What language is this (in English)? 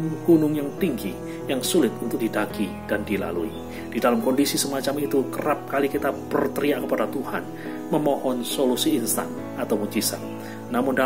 Indonesian